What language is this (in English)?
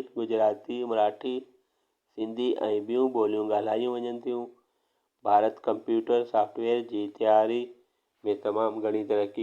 Sindhi